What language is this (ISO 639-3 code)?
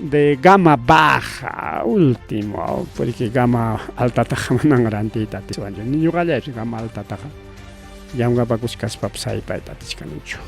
quy